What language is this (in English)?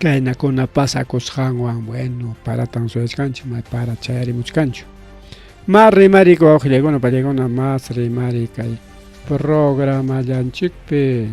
Ayacucho Quechua